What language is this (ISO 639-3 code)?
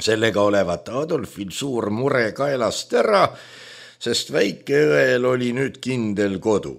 est